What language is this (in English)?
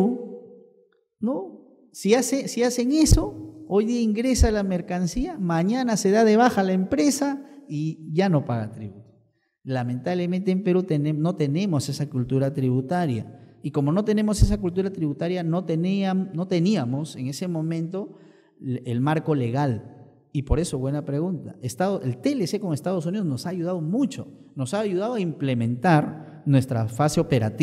Spanish